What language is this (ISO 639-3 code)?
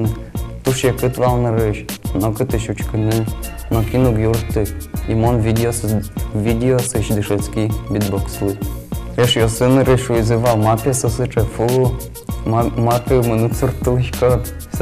udm